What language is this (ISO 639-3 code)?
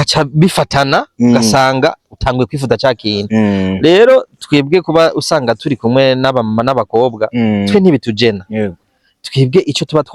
run